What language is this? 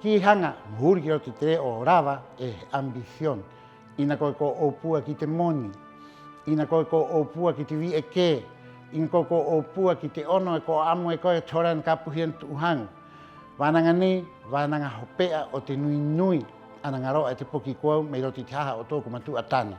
Rapanui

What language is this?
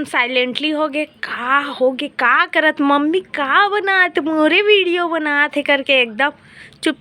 Chhattisgarhi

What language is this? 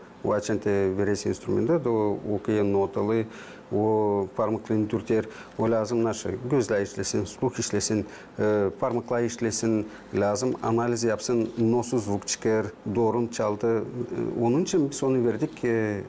Gagauz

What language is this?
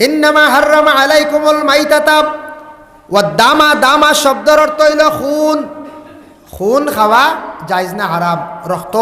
Sylheti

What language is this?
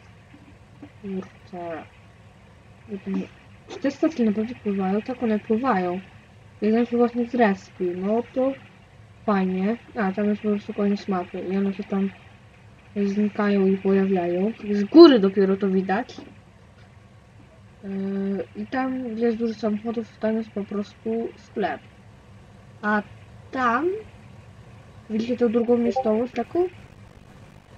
Polish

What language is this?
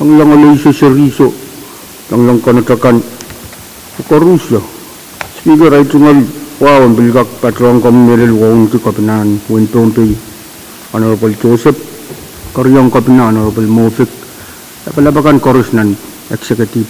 Pohnpeian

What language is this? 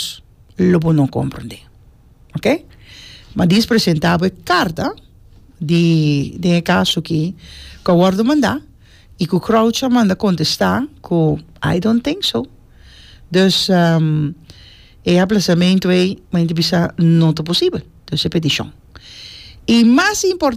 Papiamento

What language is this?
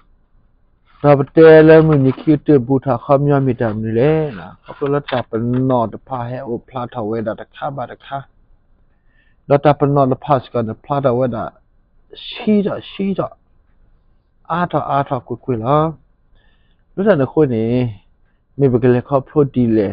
S'gaw Karen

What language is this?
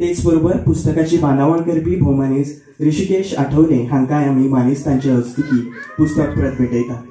Konkani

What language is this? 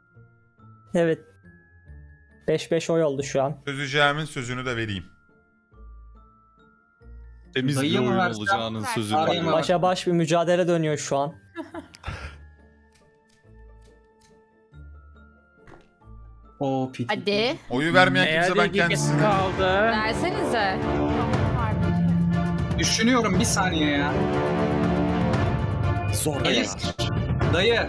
Turkish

